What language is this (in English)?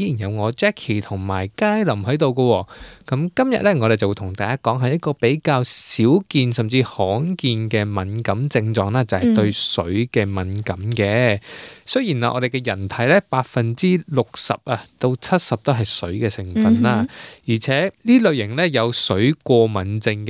Cantonese